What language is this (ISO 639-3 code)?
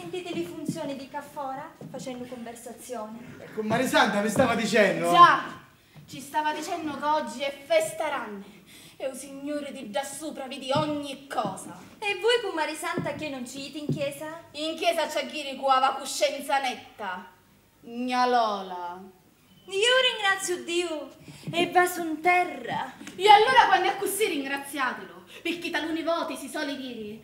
scn